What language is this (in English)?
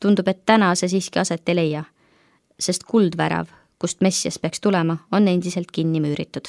Estonian